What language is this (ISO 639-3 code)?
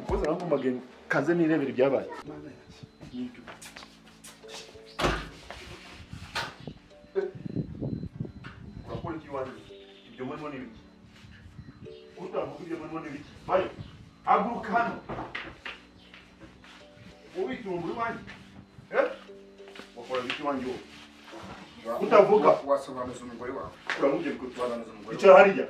kin